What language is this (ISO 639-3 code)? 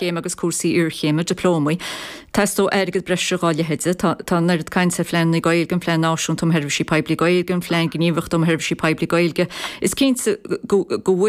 gle